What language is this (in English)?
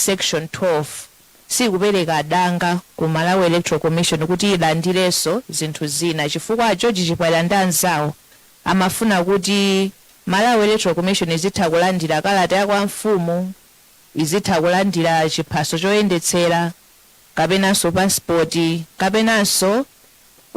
Nyanja